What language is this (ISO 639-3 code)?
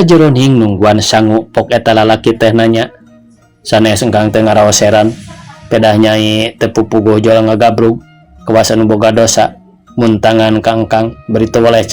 sun